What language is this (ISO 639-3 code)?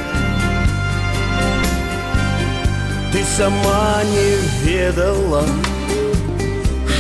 rus